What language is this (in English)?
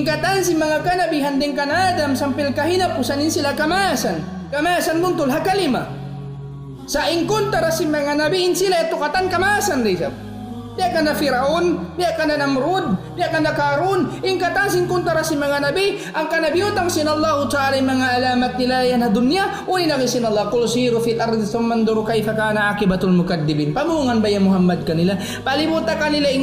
Tausug